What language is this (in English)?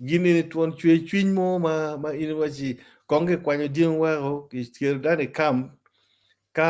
Acoli